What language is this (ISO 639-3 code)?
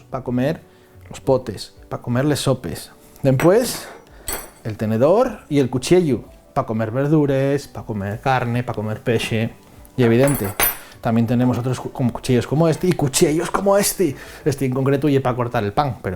ast